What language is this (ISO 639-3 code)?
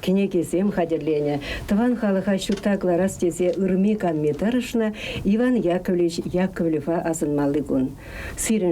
chv